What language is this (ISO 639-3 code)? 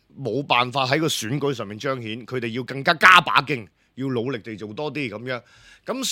yue